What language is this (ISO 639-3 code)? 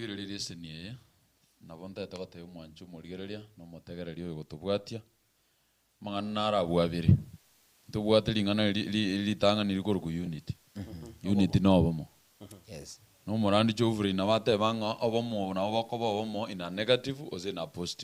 guz